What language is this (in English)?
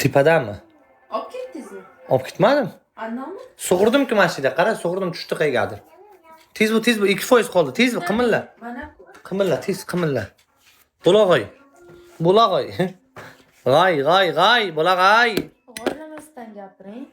Uzbek